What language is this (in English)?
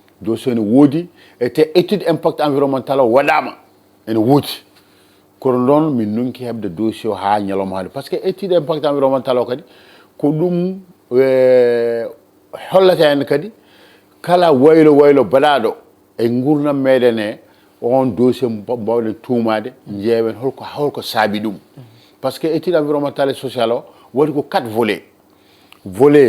Fula